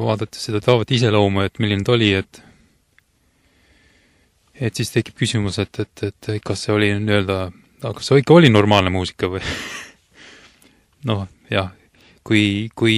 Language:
Estonian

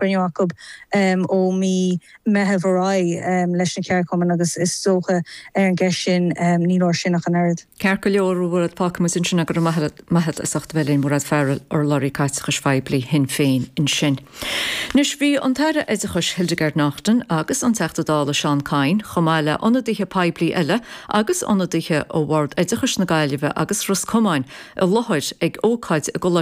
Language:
Irish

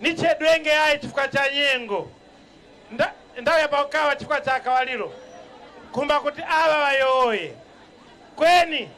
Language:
Nyanja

